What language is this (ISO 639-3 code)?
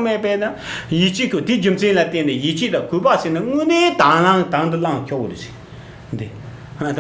bod